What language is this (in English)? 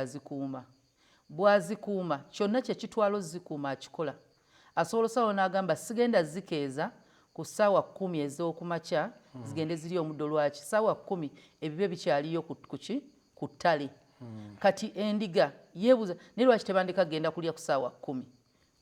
Ganda